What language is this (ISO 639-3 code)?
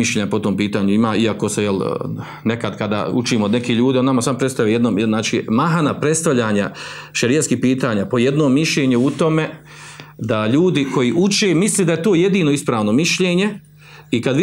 bos